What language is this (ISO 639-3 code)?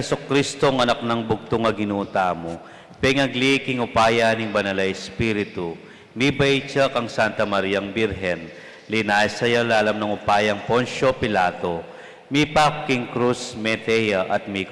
pam